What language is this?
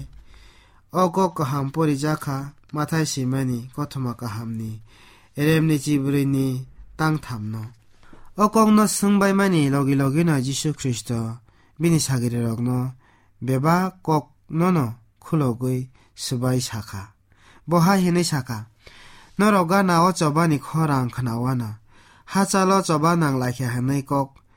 Kok Borok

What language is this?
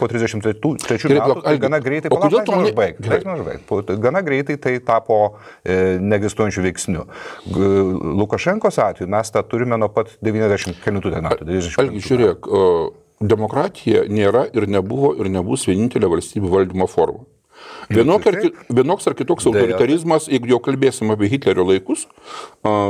Lithuanian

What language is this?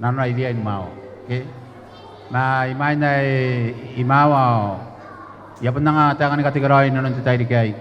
Gilbertese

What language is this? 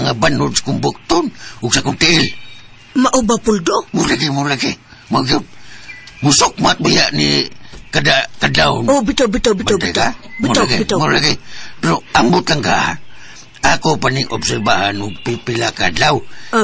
Cebuano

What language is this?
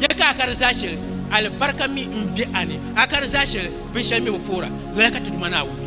Dagbani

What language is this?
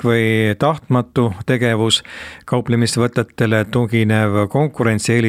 Estonian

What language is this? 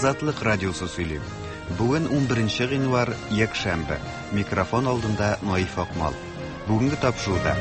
Tatar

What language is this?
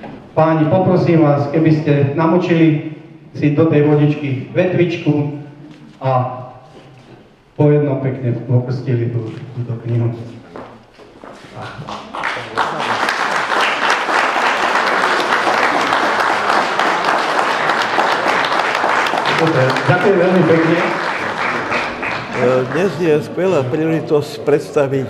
Slovak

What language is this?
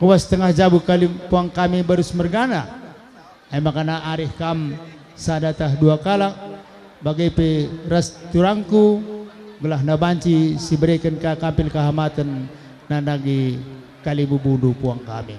Batak Karo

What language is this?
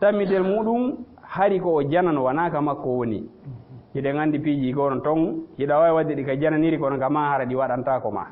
Fula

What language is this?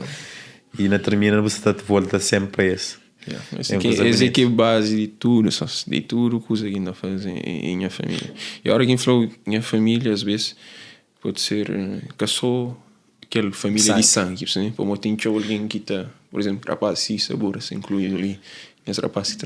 Kabuverdianu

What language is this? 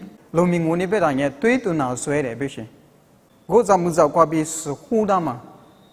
Lisu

